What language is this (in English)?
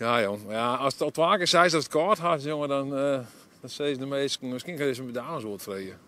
Western Frisian